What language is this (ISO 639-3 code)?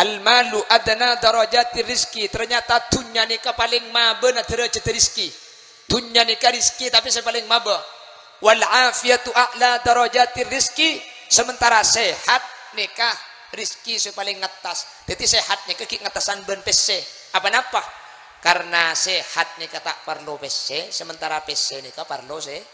mad